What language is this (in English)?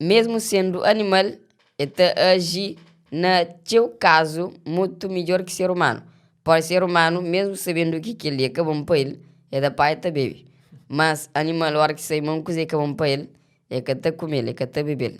Kabuverdianu